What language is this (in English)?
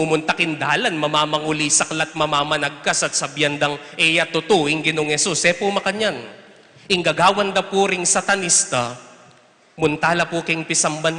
Pampanga